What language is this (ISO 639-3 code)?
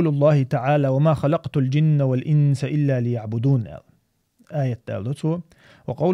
che